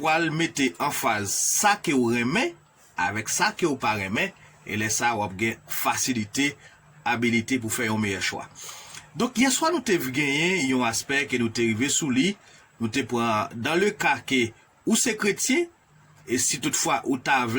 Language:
Haitian Creole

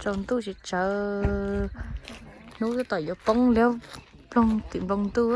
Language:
Hmong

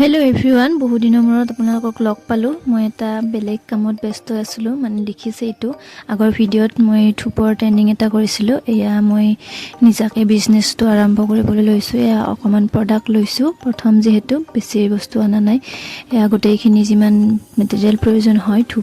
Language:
Assamese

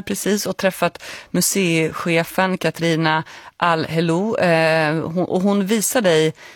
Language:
Swedish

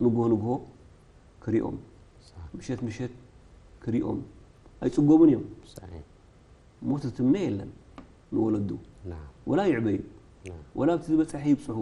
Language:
Tigrinya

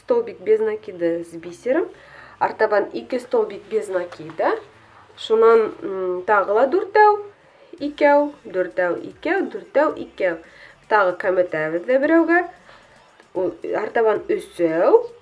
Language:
Bashkir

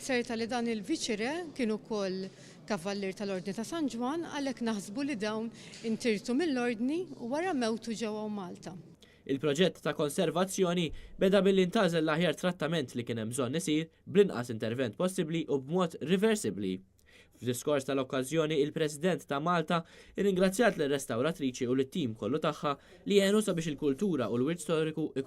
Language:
Maltese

